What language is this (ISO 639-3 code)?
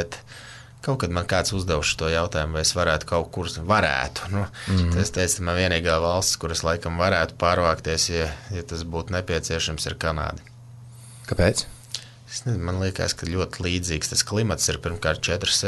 lav